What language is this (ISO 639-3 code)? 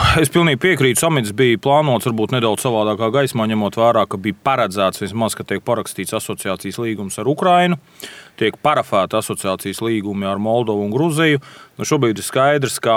lav